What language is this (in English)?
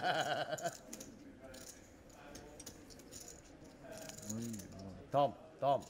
Chinese